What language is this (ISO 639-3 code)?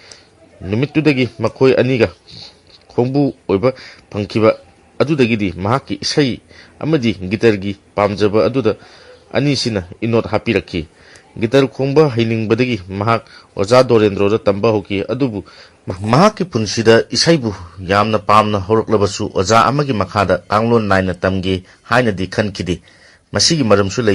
mni